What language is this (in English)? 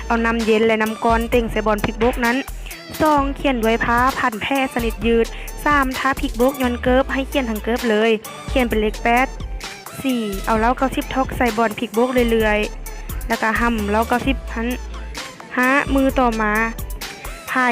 Lao